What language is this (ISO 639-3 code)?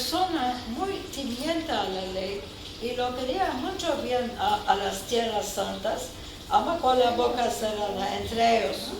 lad